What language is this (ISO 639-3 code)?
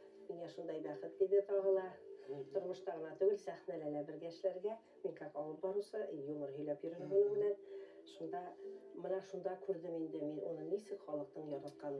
bak